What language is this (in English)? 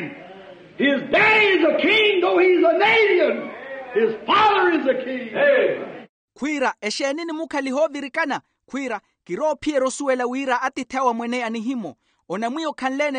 Makhuwa